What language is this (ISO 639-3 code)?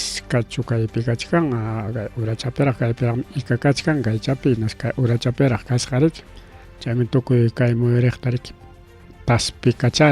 quy